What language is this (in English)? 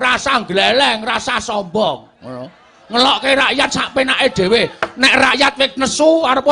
Javanese